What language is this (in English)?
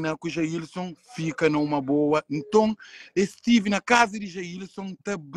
Kabuverdianu